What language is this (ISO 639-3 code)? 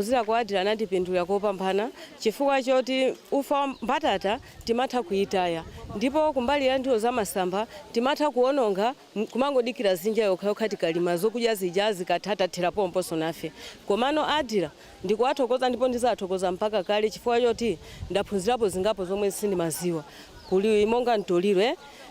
nya